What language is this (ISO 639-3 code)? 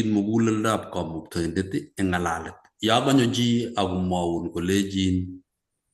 kln